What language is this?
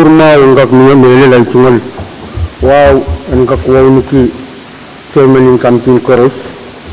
Pohnpeian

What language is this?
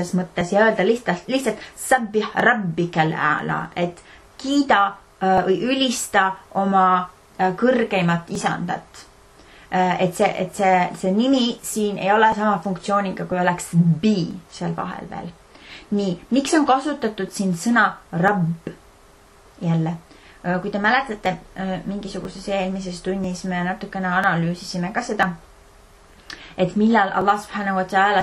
Estonian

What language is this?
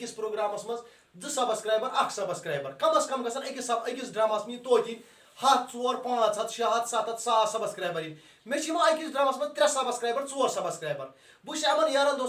Kashmiri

